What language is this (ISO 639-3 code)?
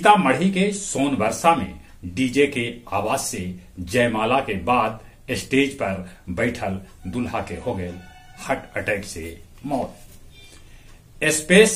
mag